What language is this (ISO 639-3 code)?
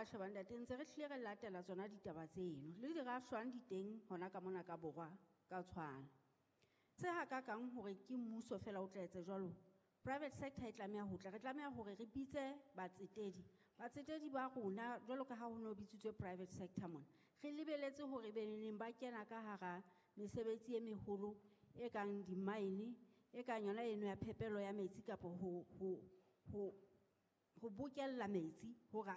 sot